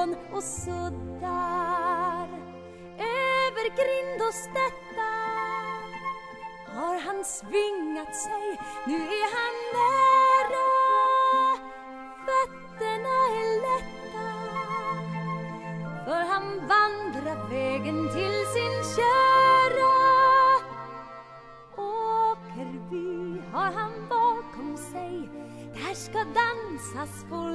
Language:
Swedish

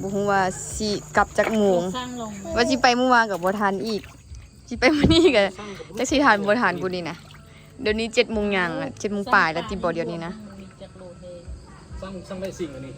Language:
Lao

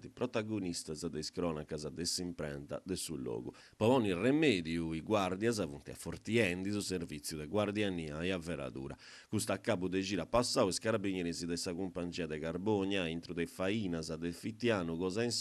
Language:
Sardinian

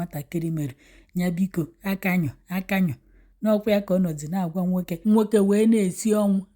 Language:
Igbo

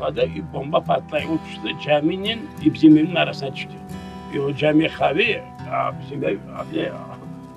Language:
Crimean Tatar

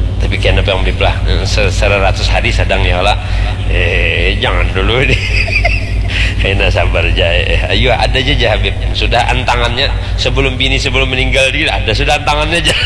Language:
Banjar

